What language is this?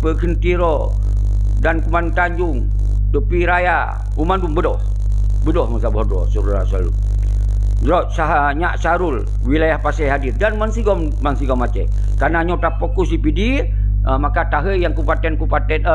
Achinese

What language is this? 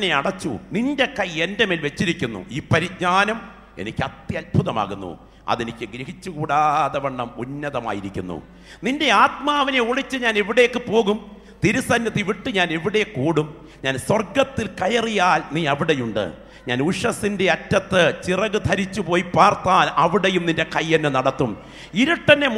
Malayalam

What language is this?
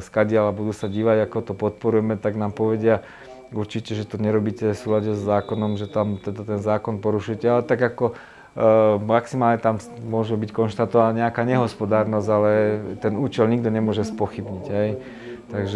Slovak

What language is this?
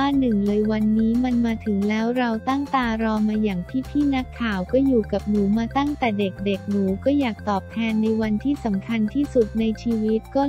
Thai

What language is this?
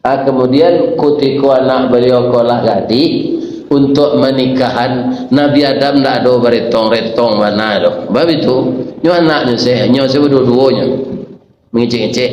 Minangkabau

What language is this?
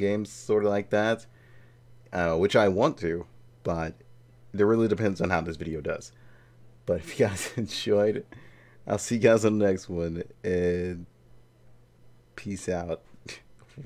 English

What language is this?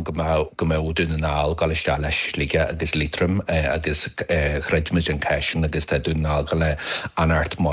Irish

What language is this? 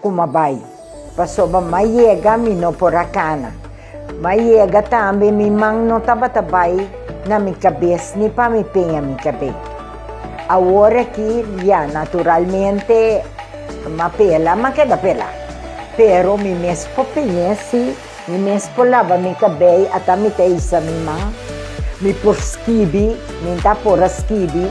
Papiamento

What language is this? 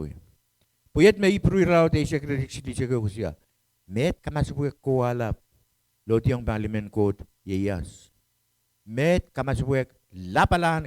Pohnpeian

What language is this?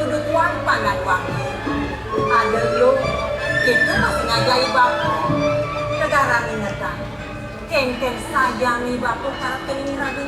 Balinese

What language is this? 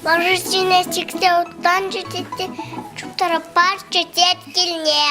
Chuvash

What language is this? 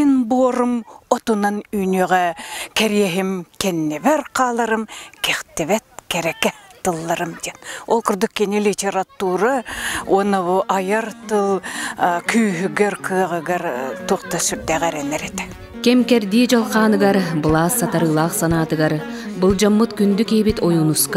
Yakut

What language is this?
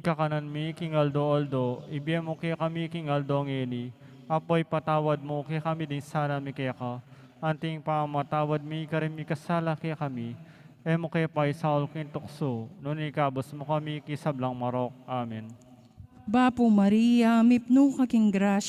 Pampanga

